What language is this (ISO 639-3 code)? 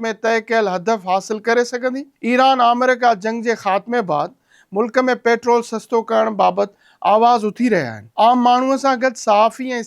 snd